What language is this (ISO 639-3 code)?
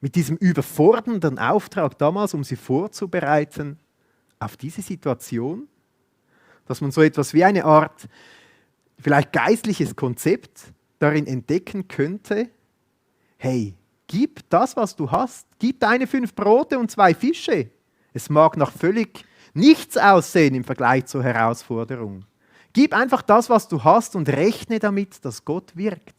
gsw